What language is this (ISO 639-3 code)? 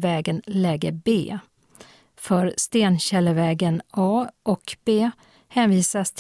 swe